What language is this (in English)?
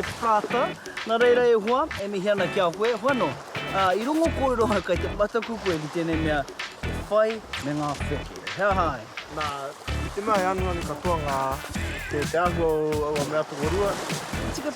Māori